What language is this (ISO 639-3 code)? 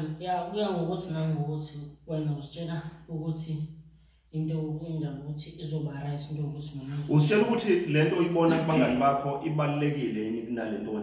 zul